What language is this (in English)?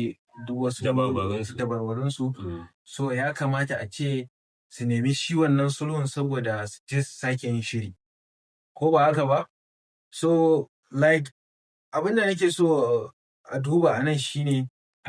Hausa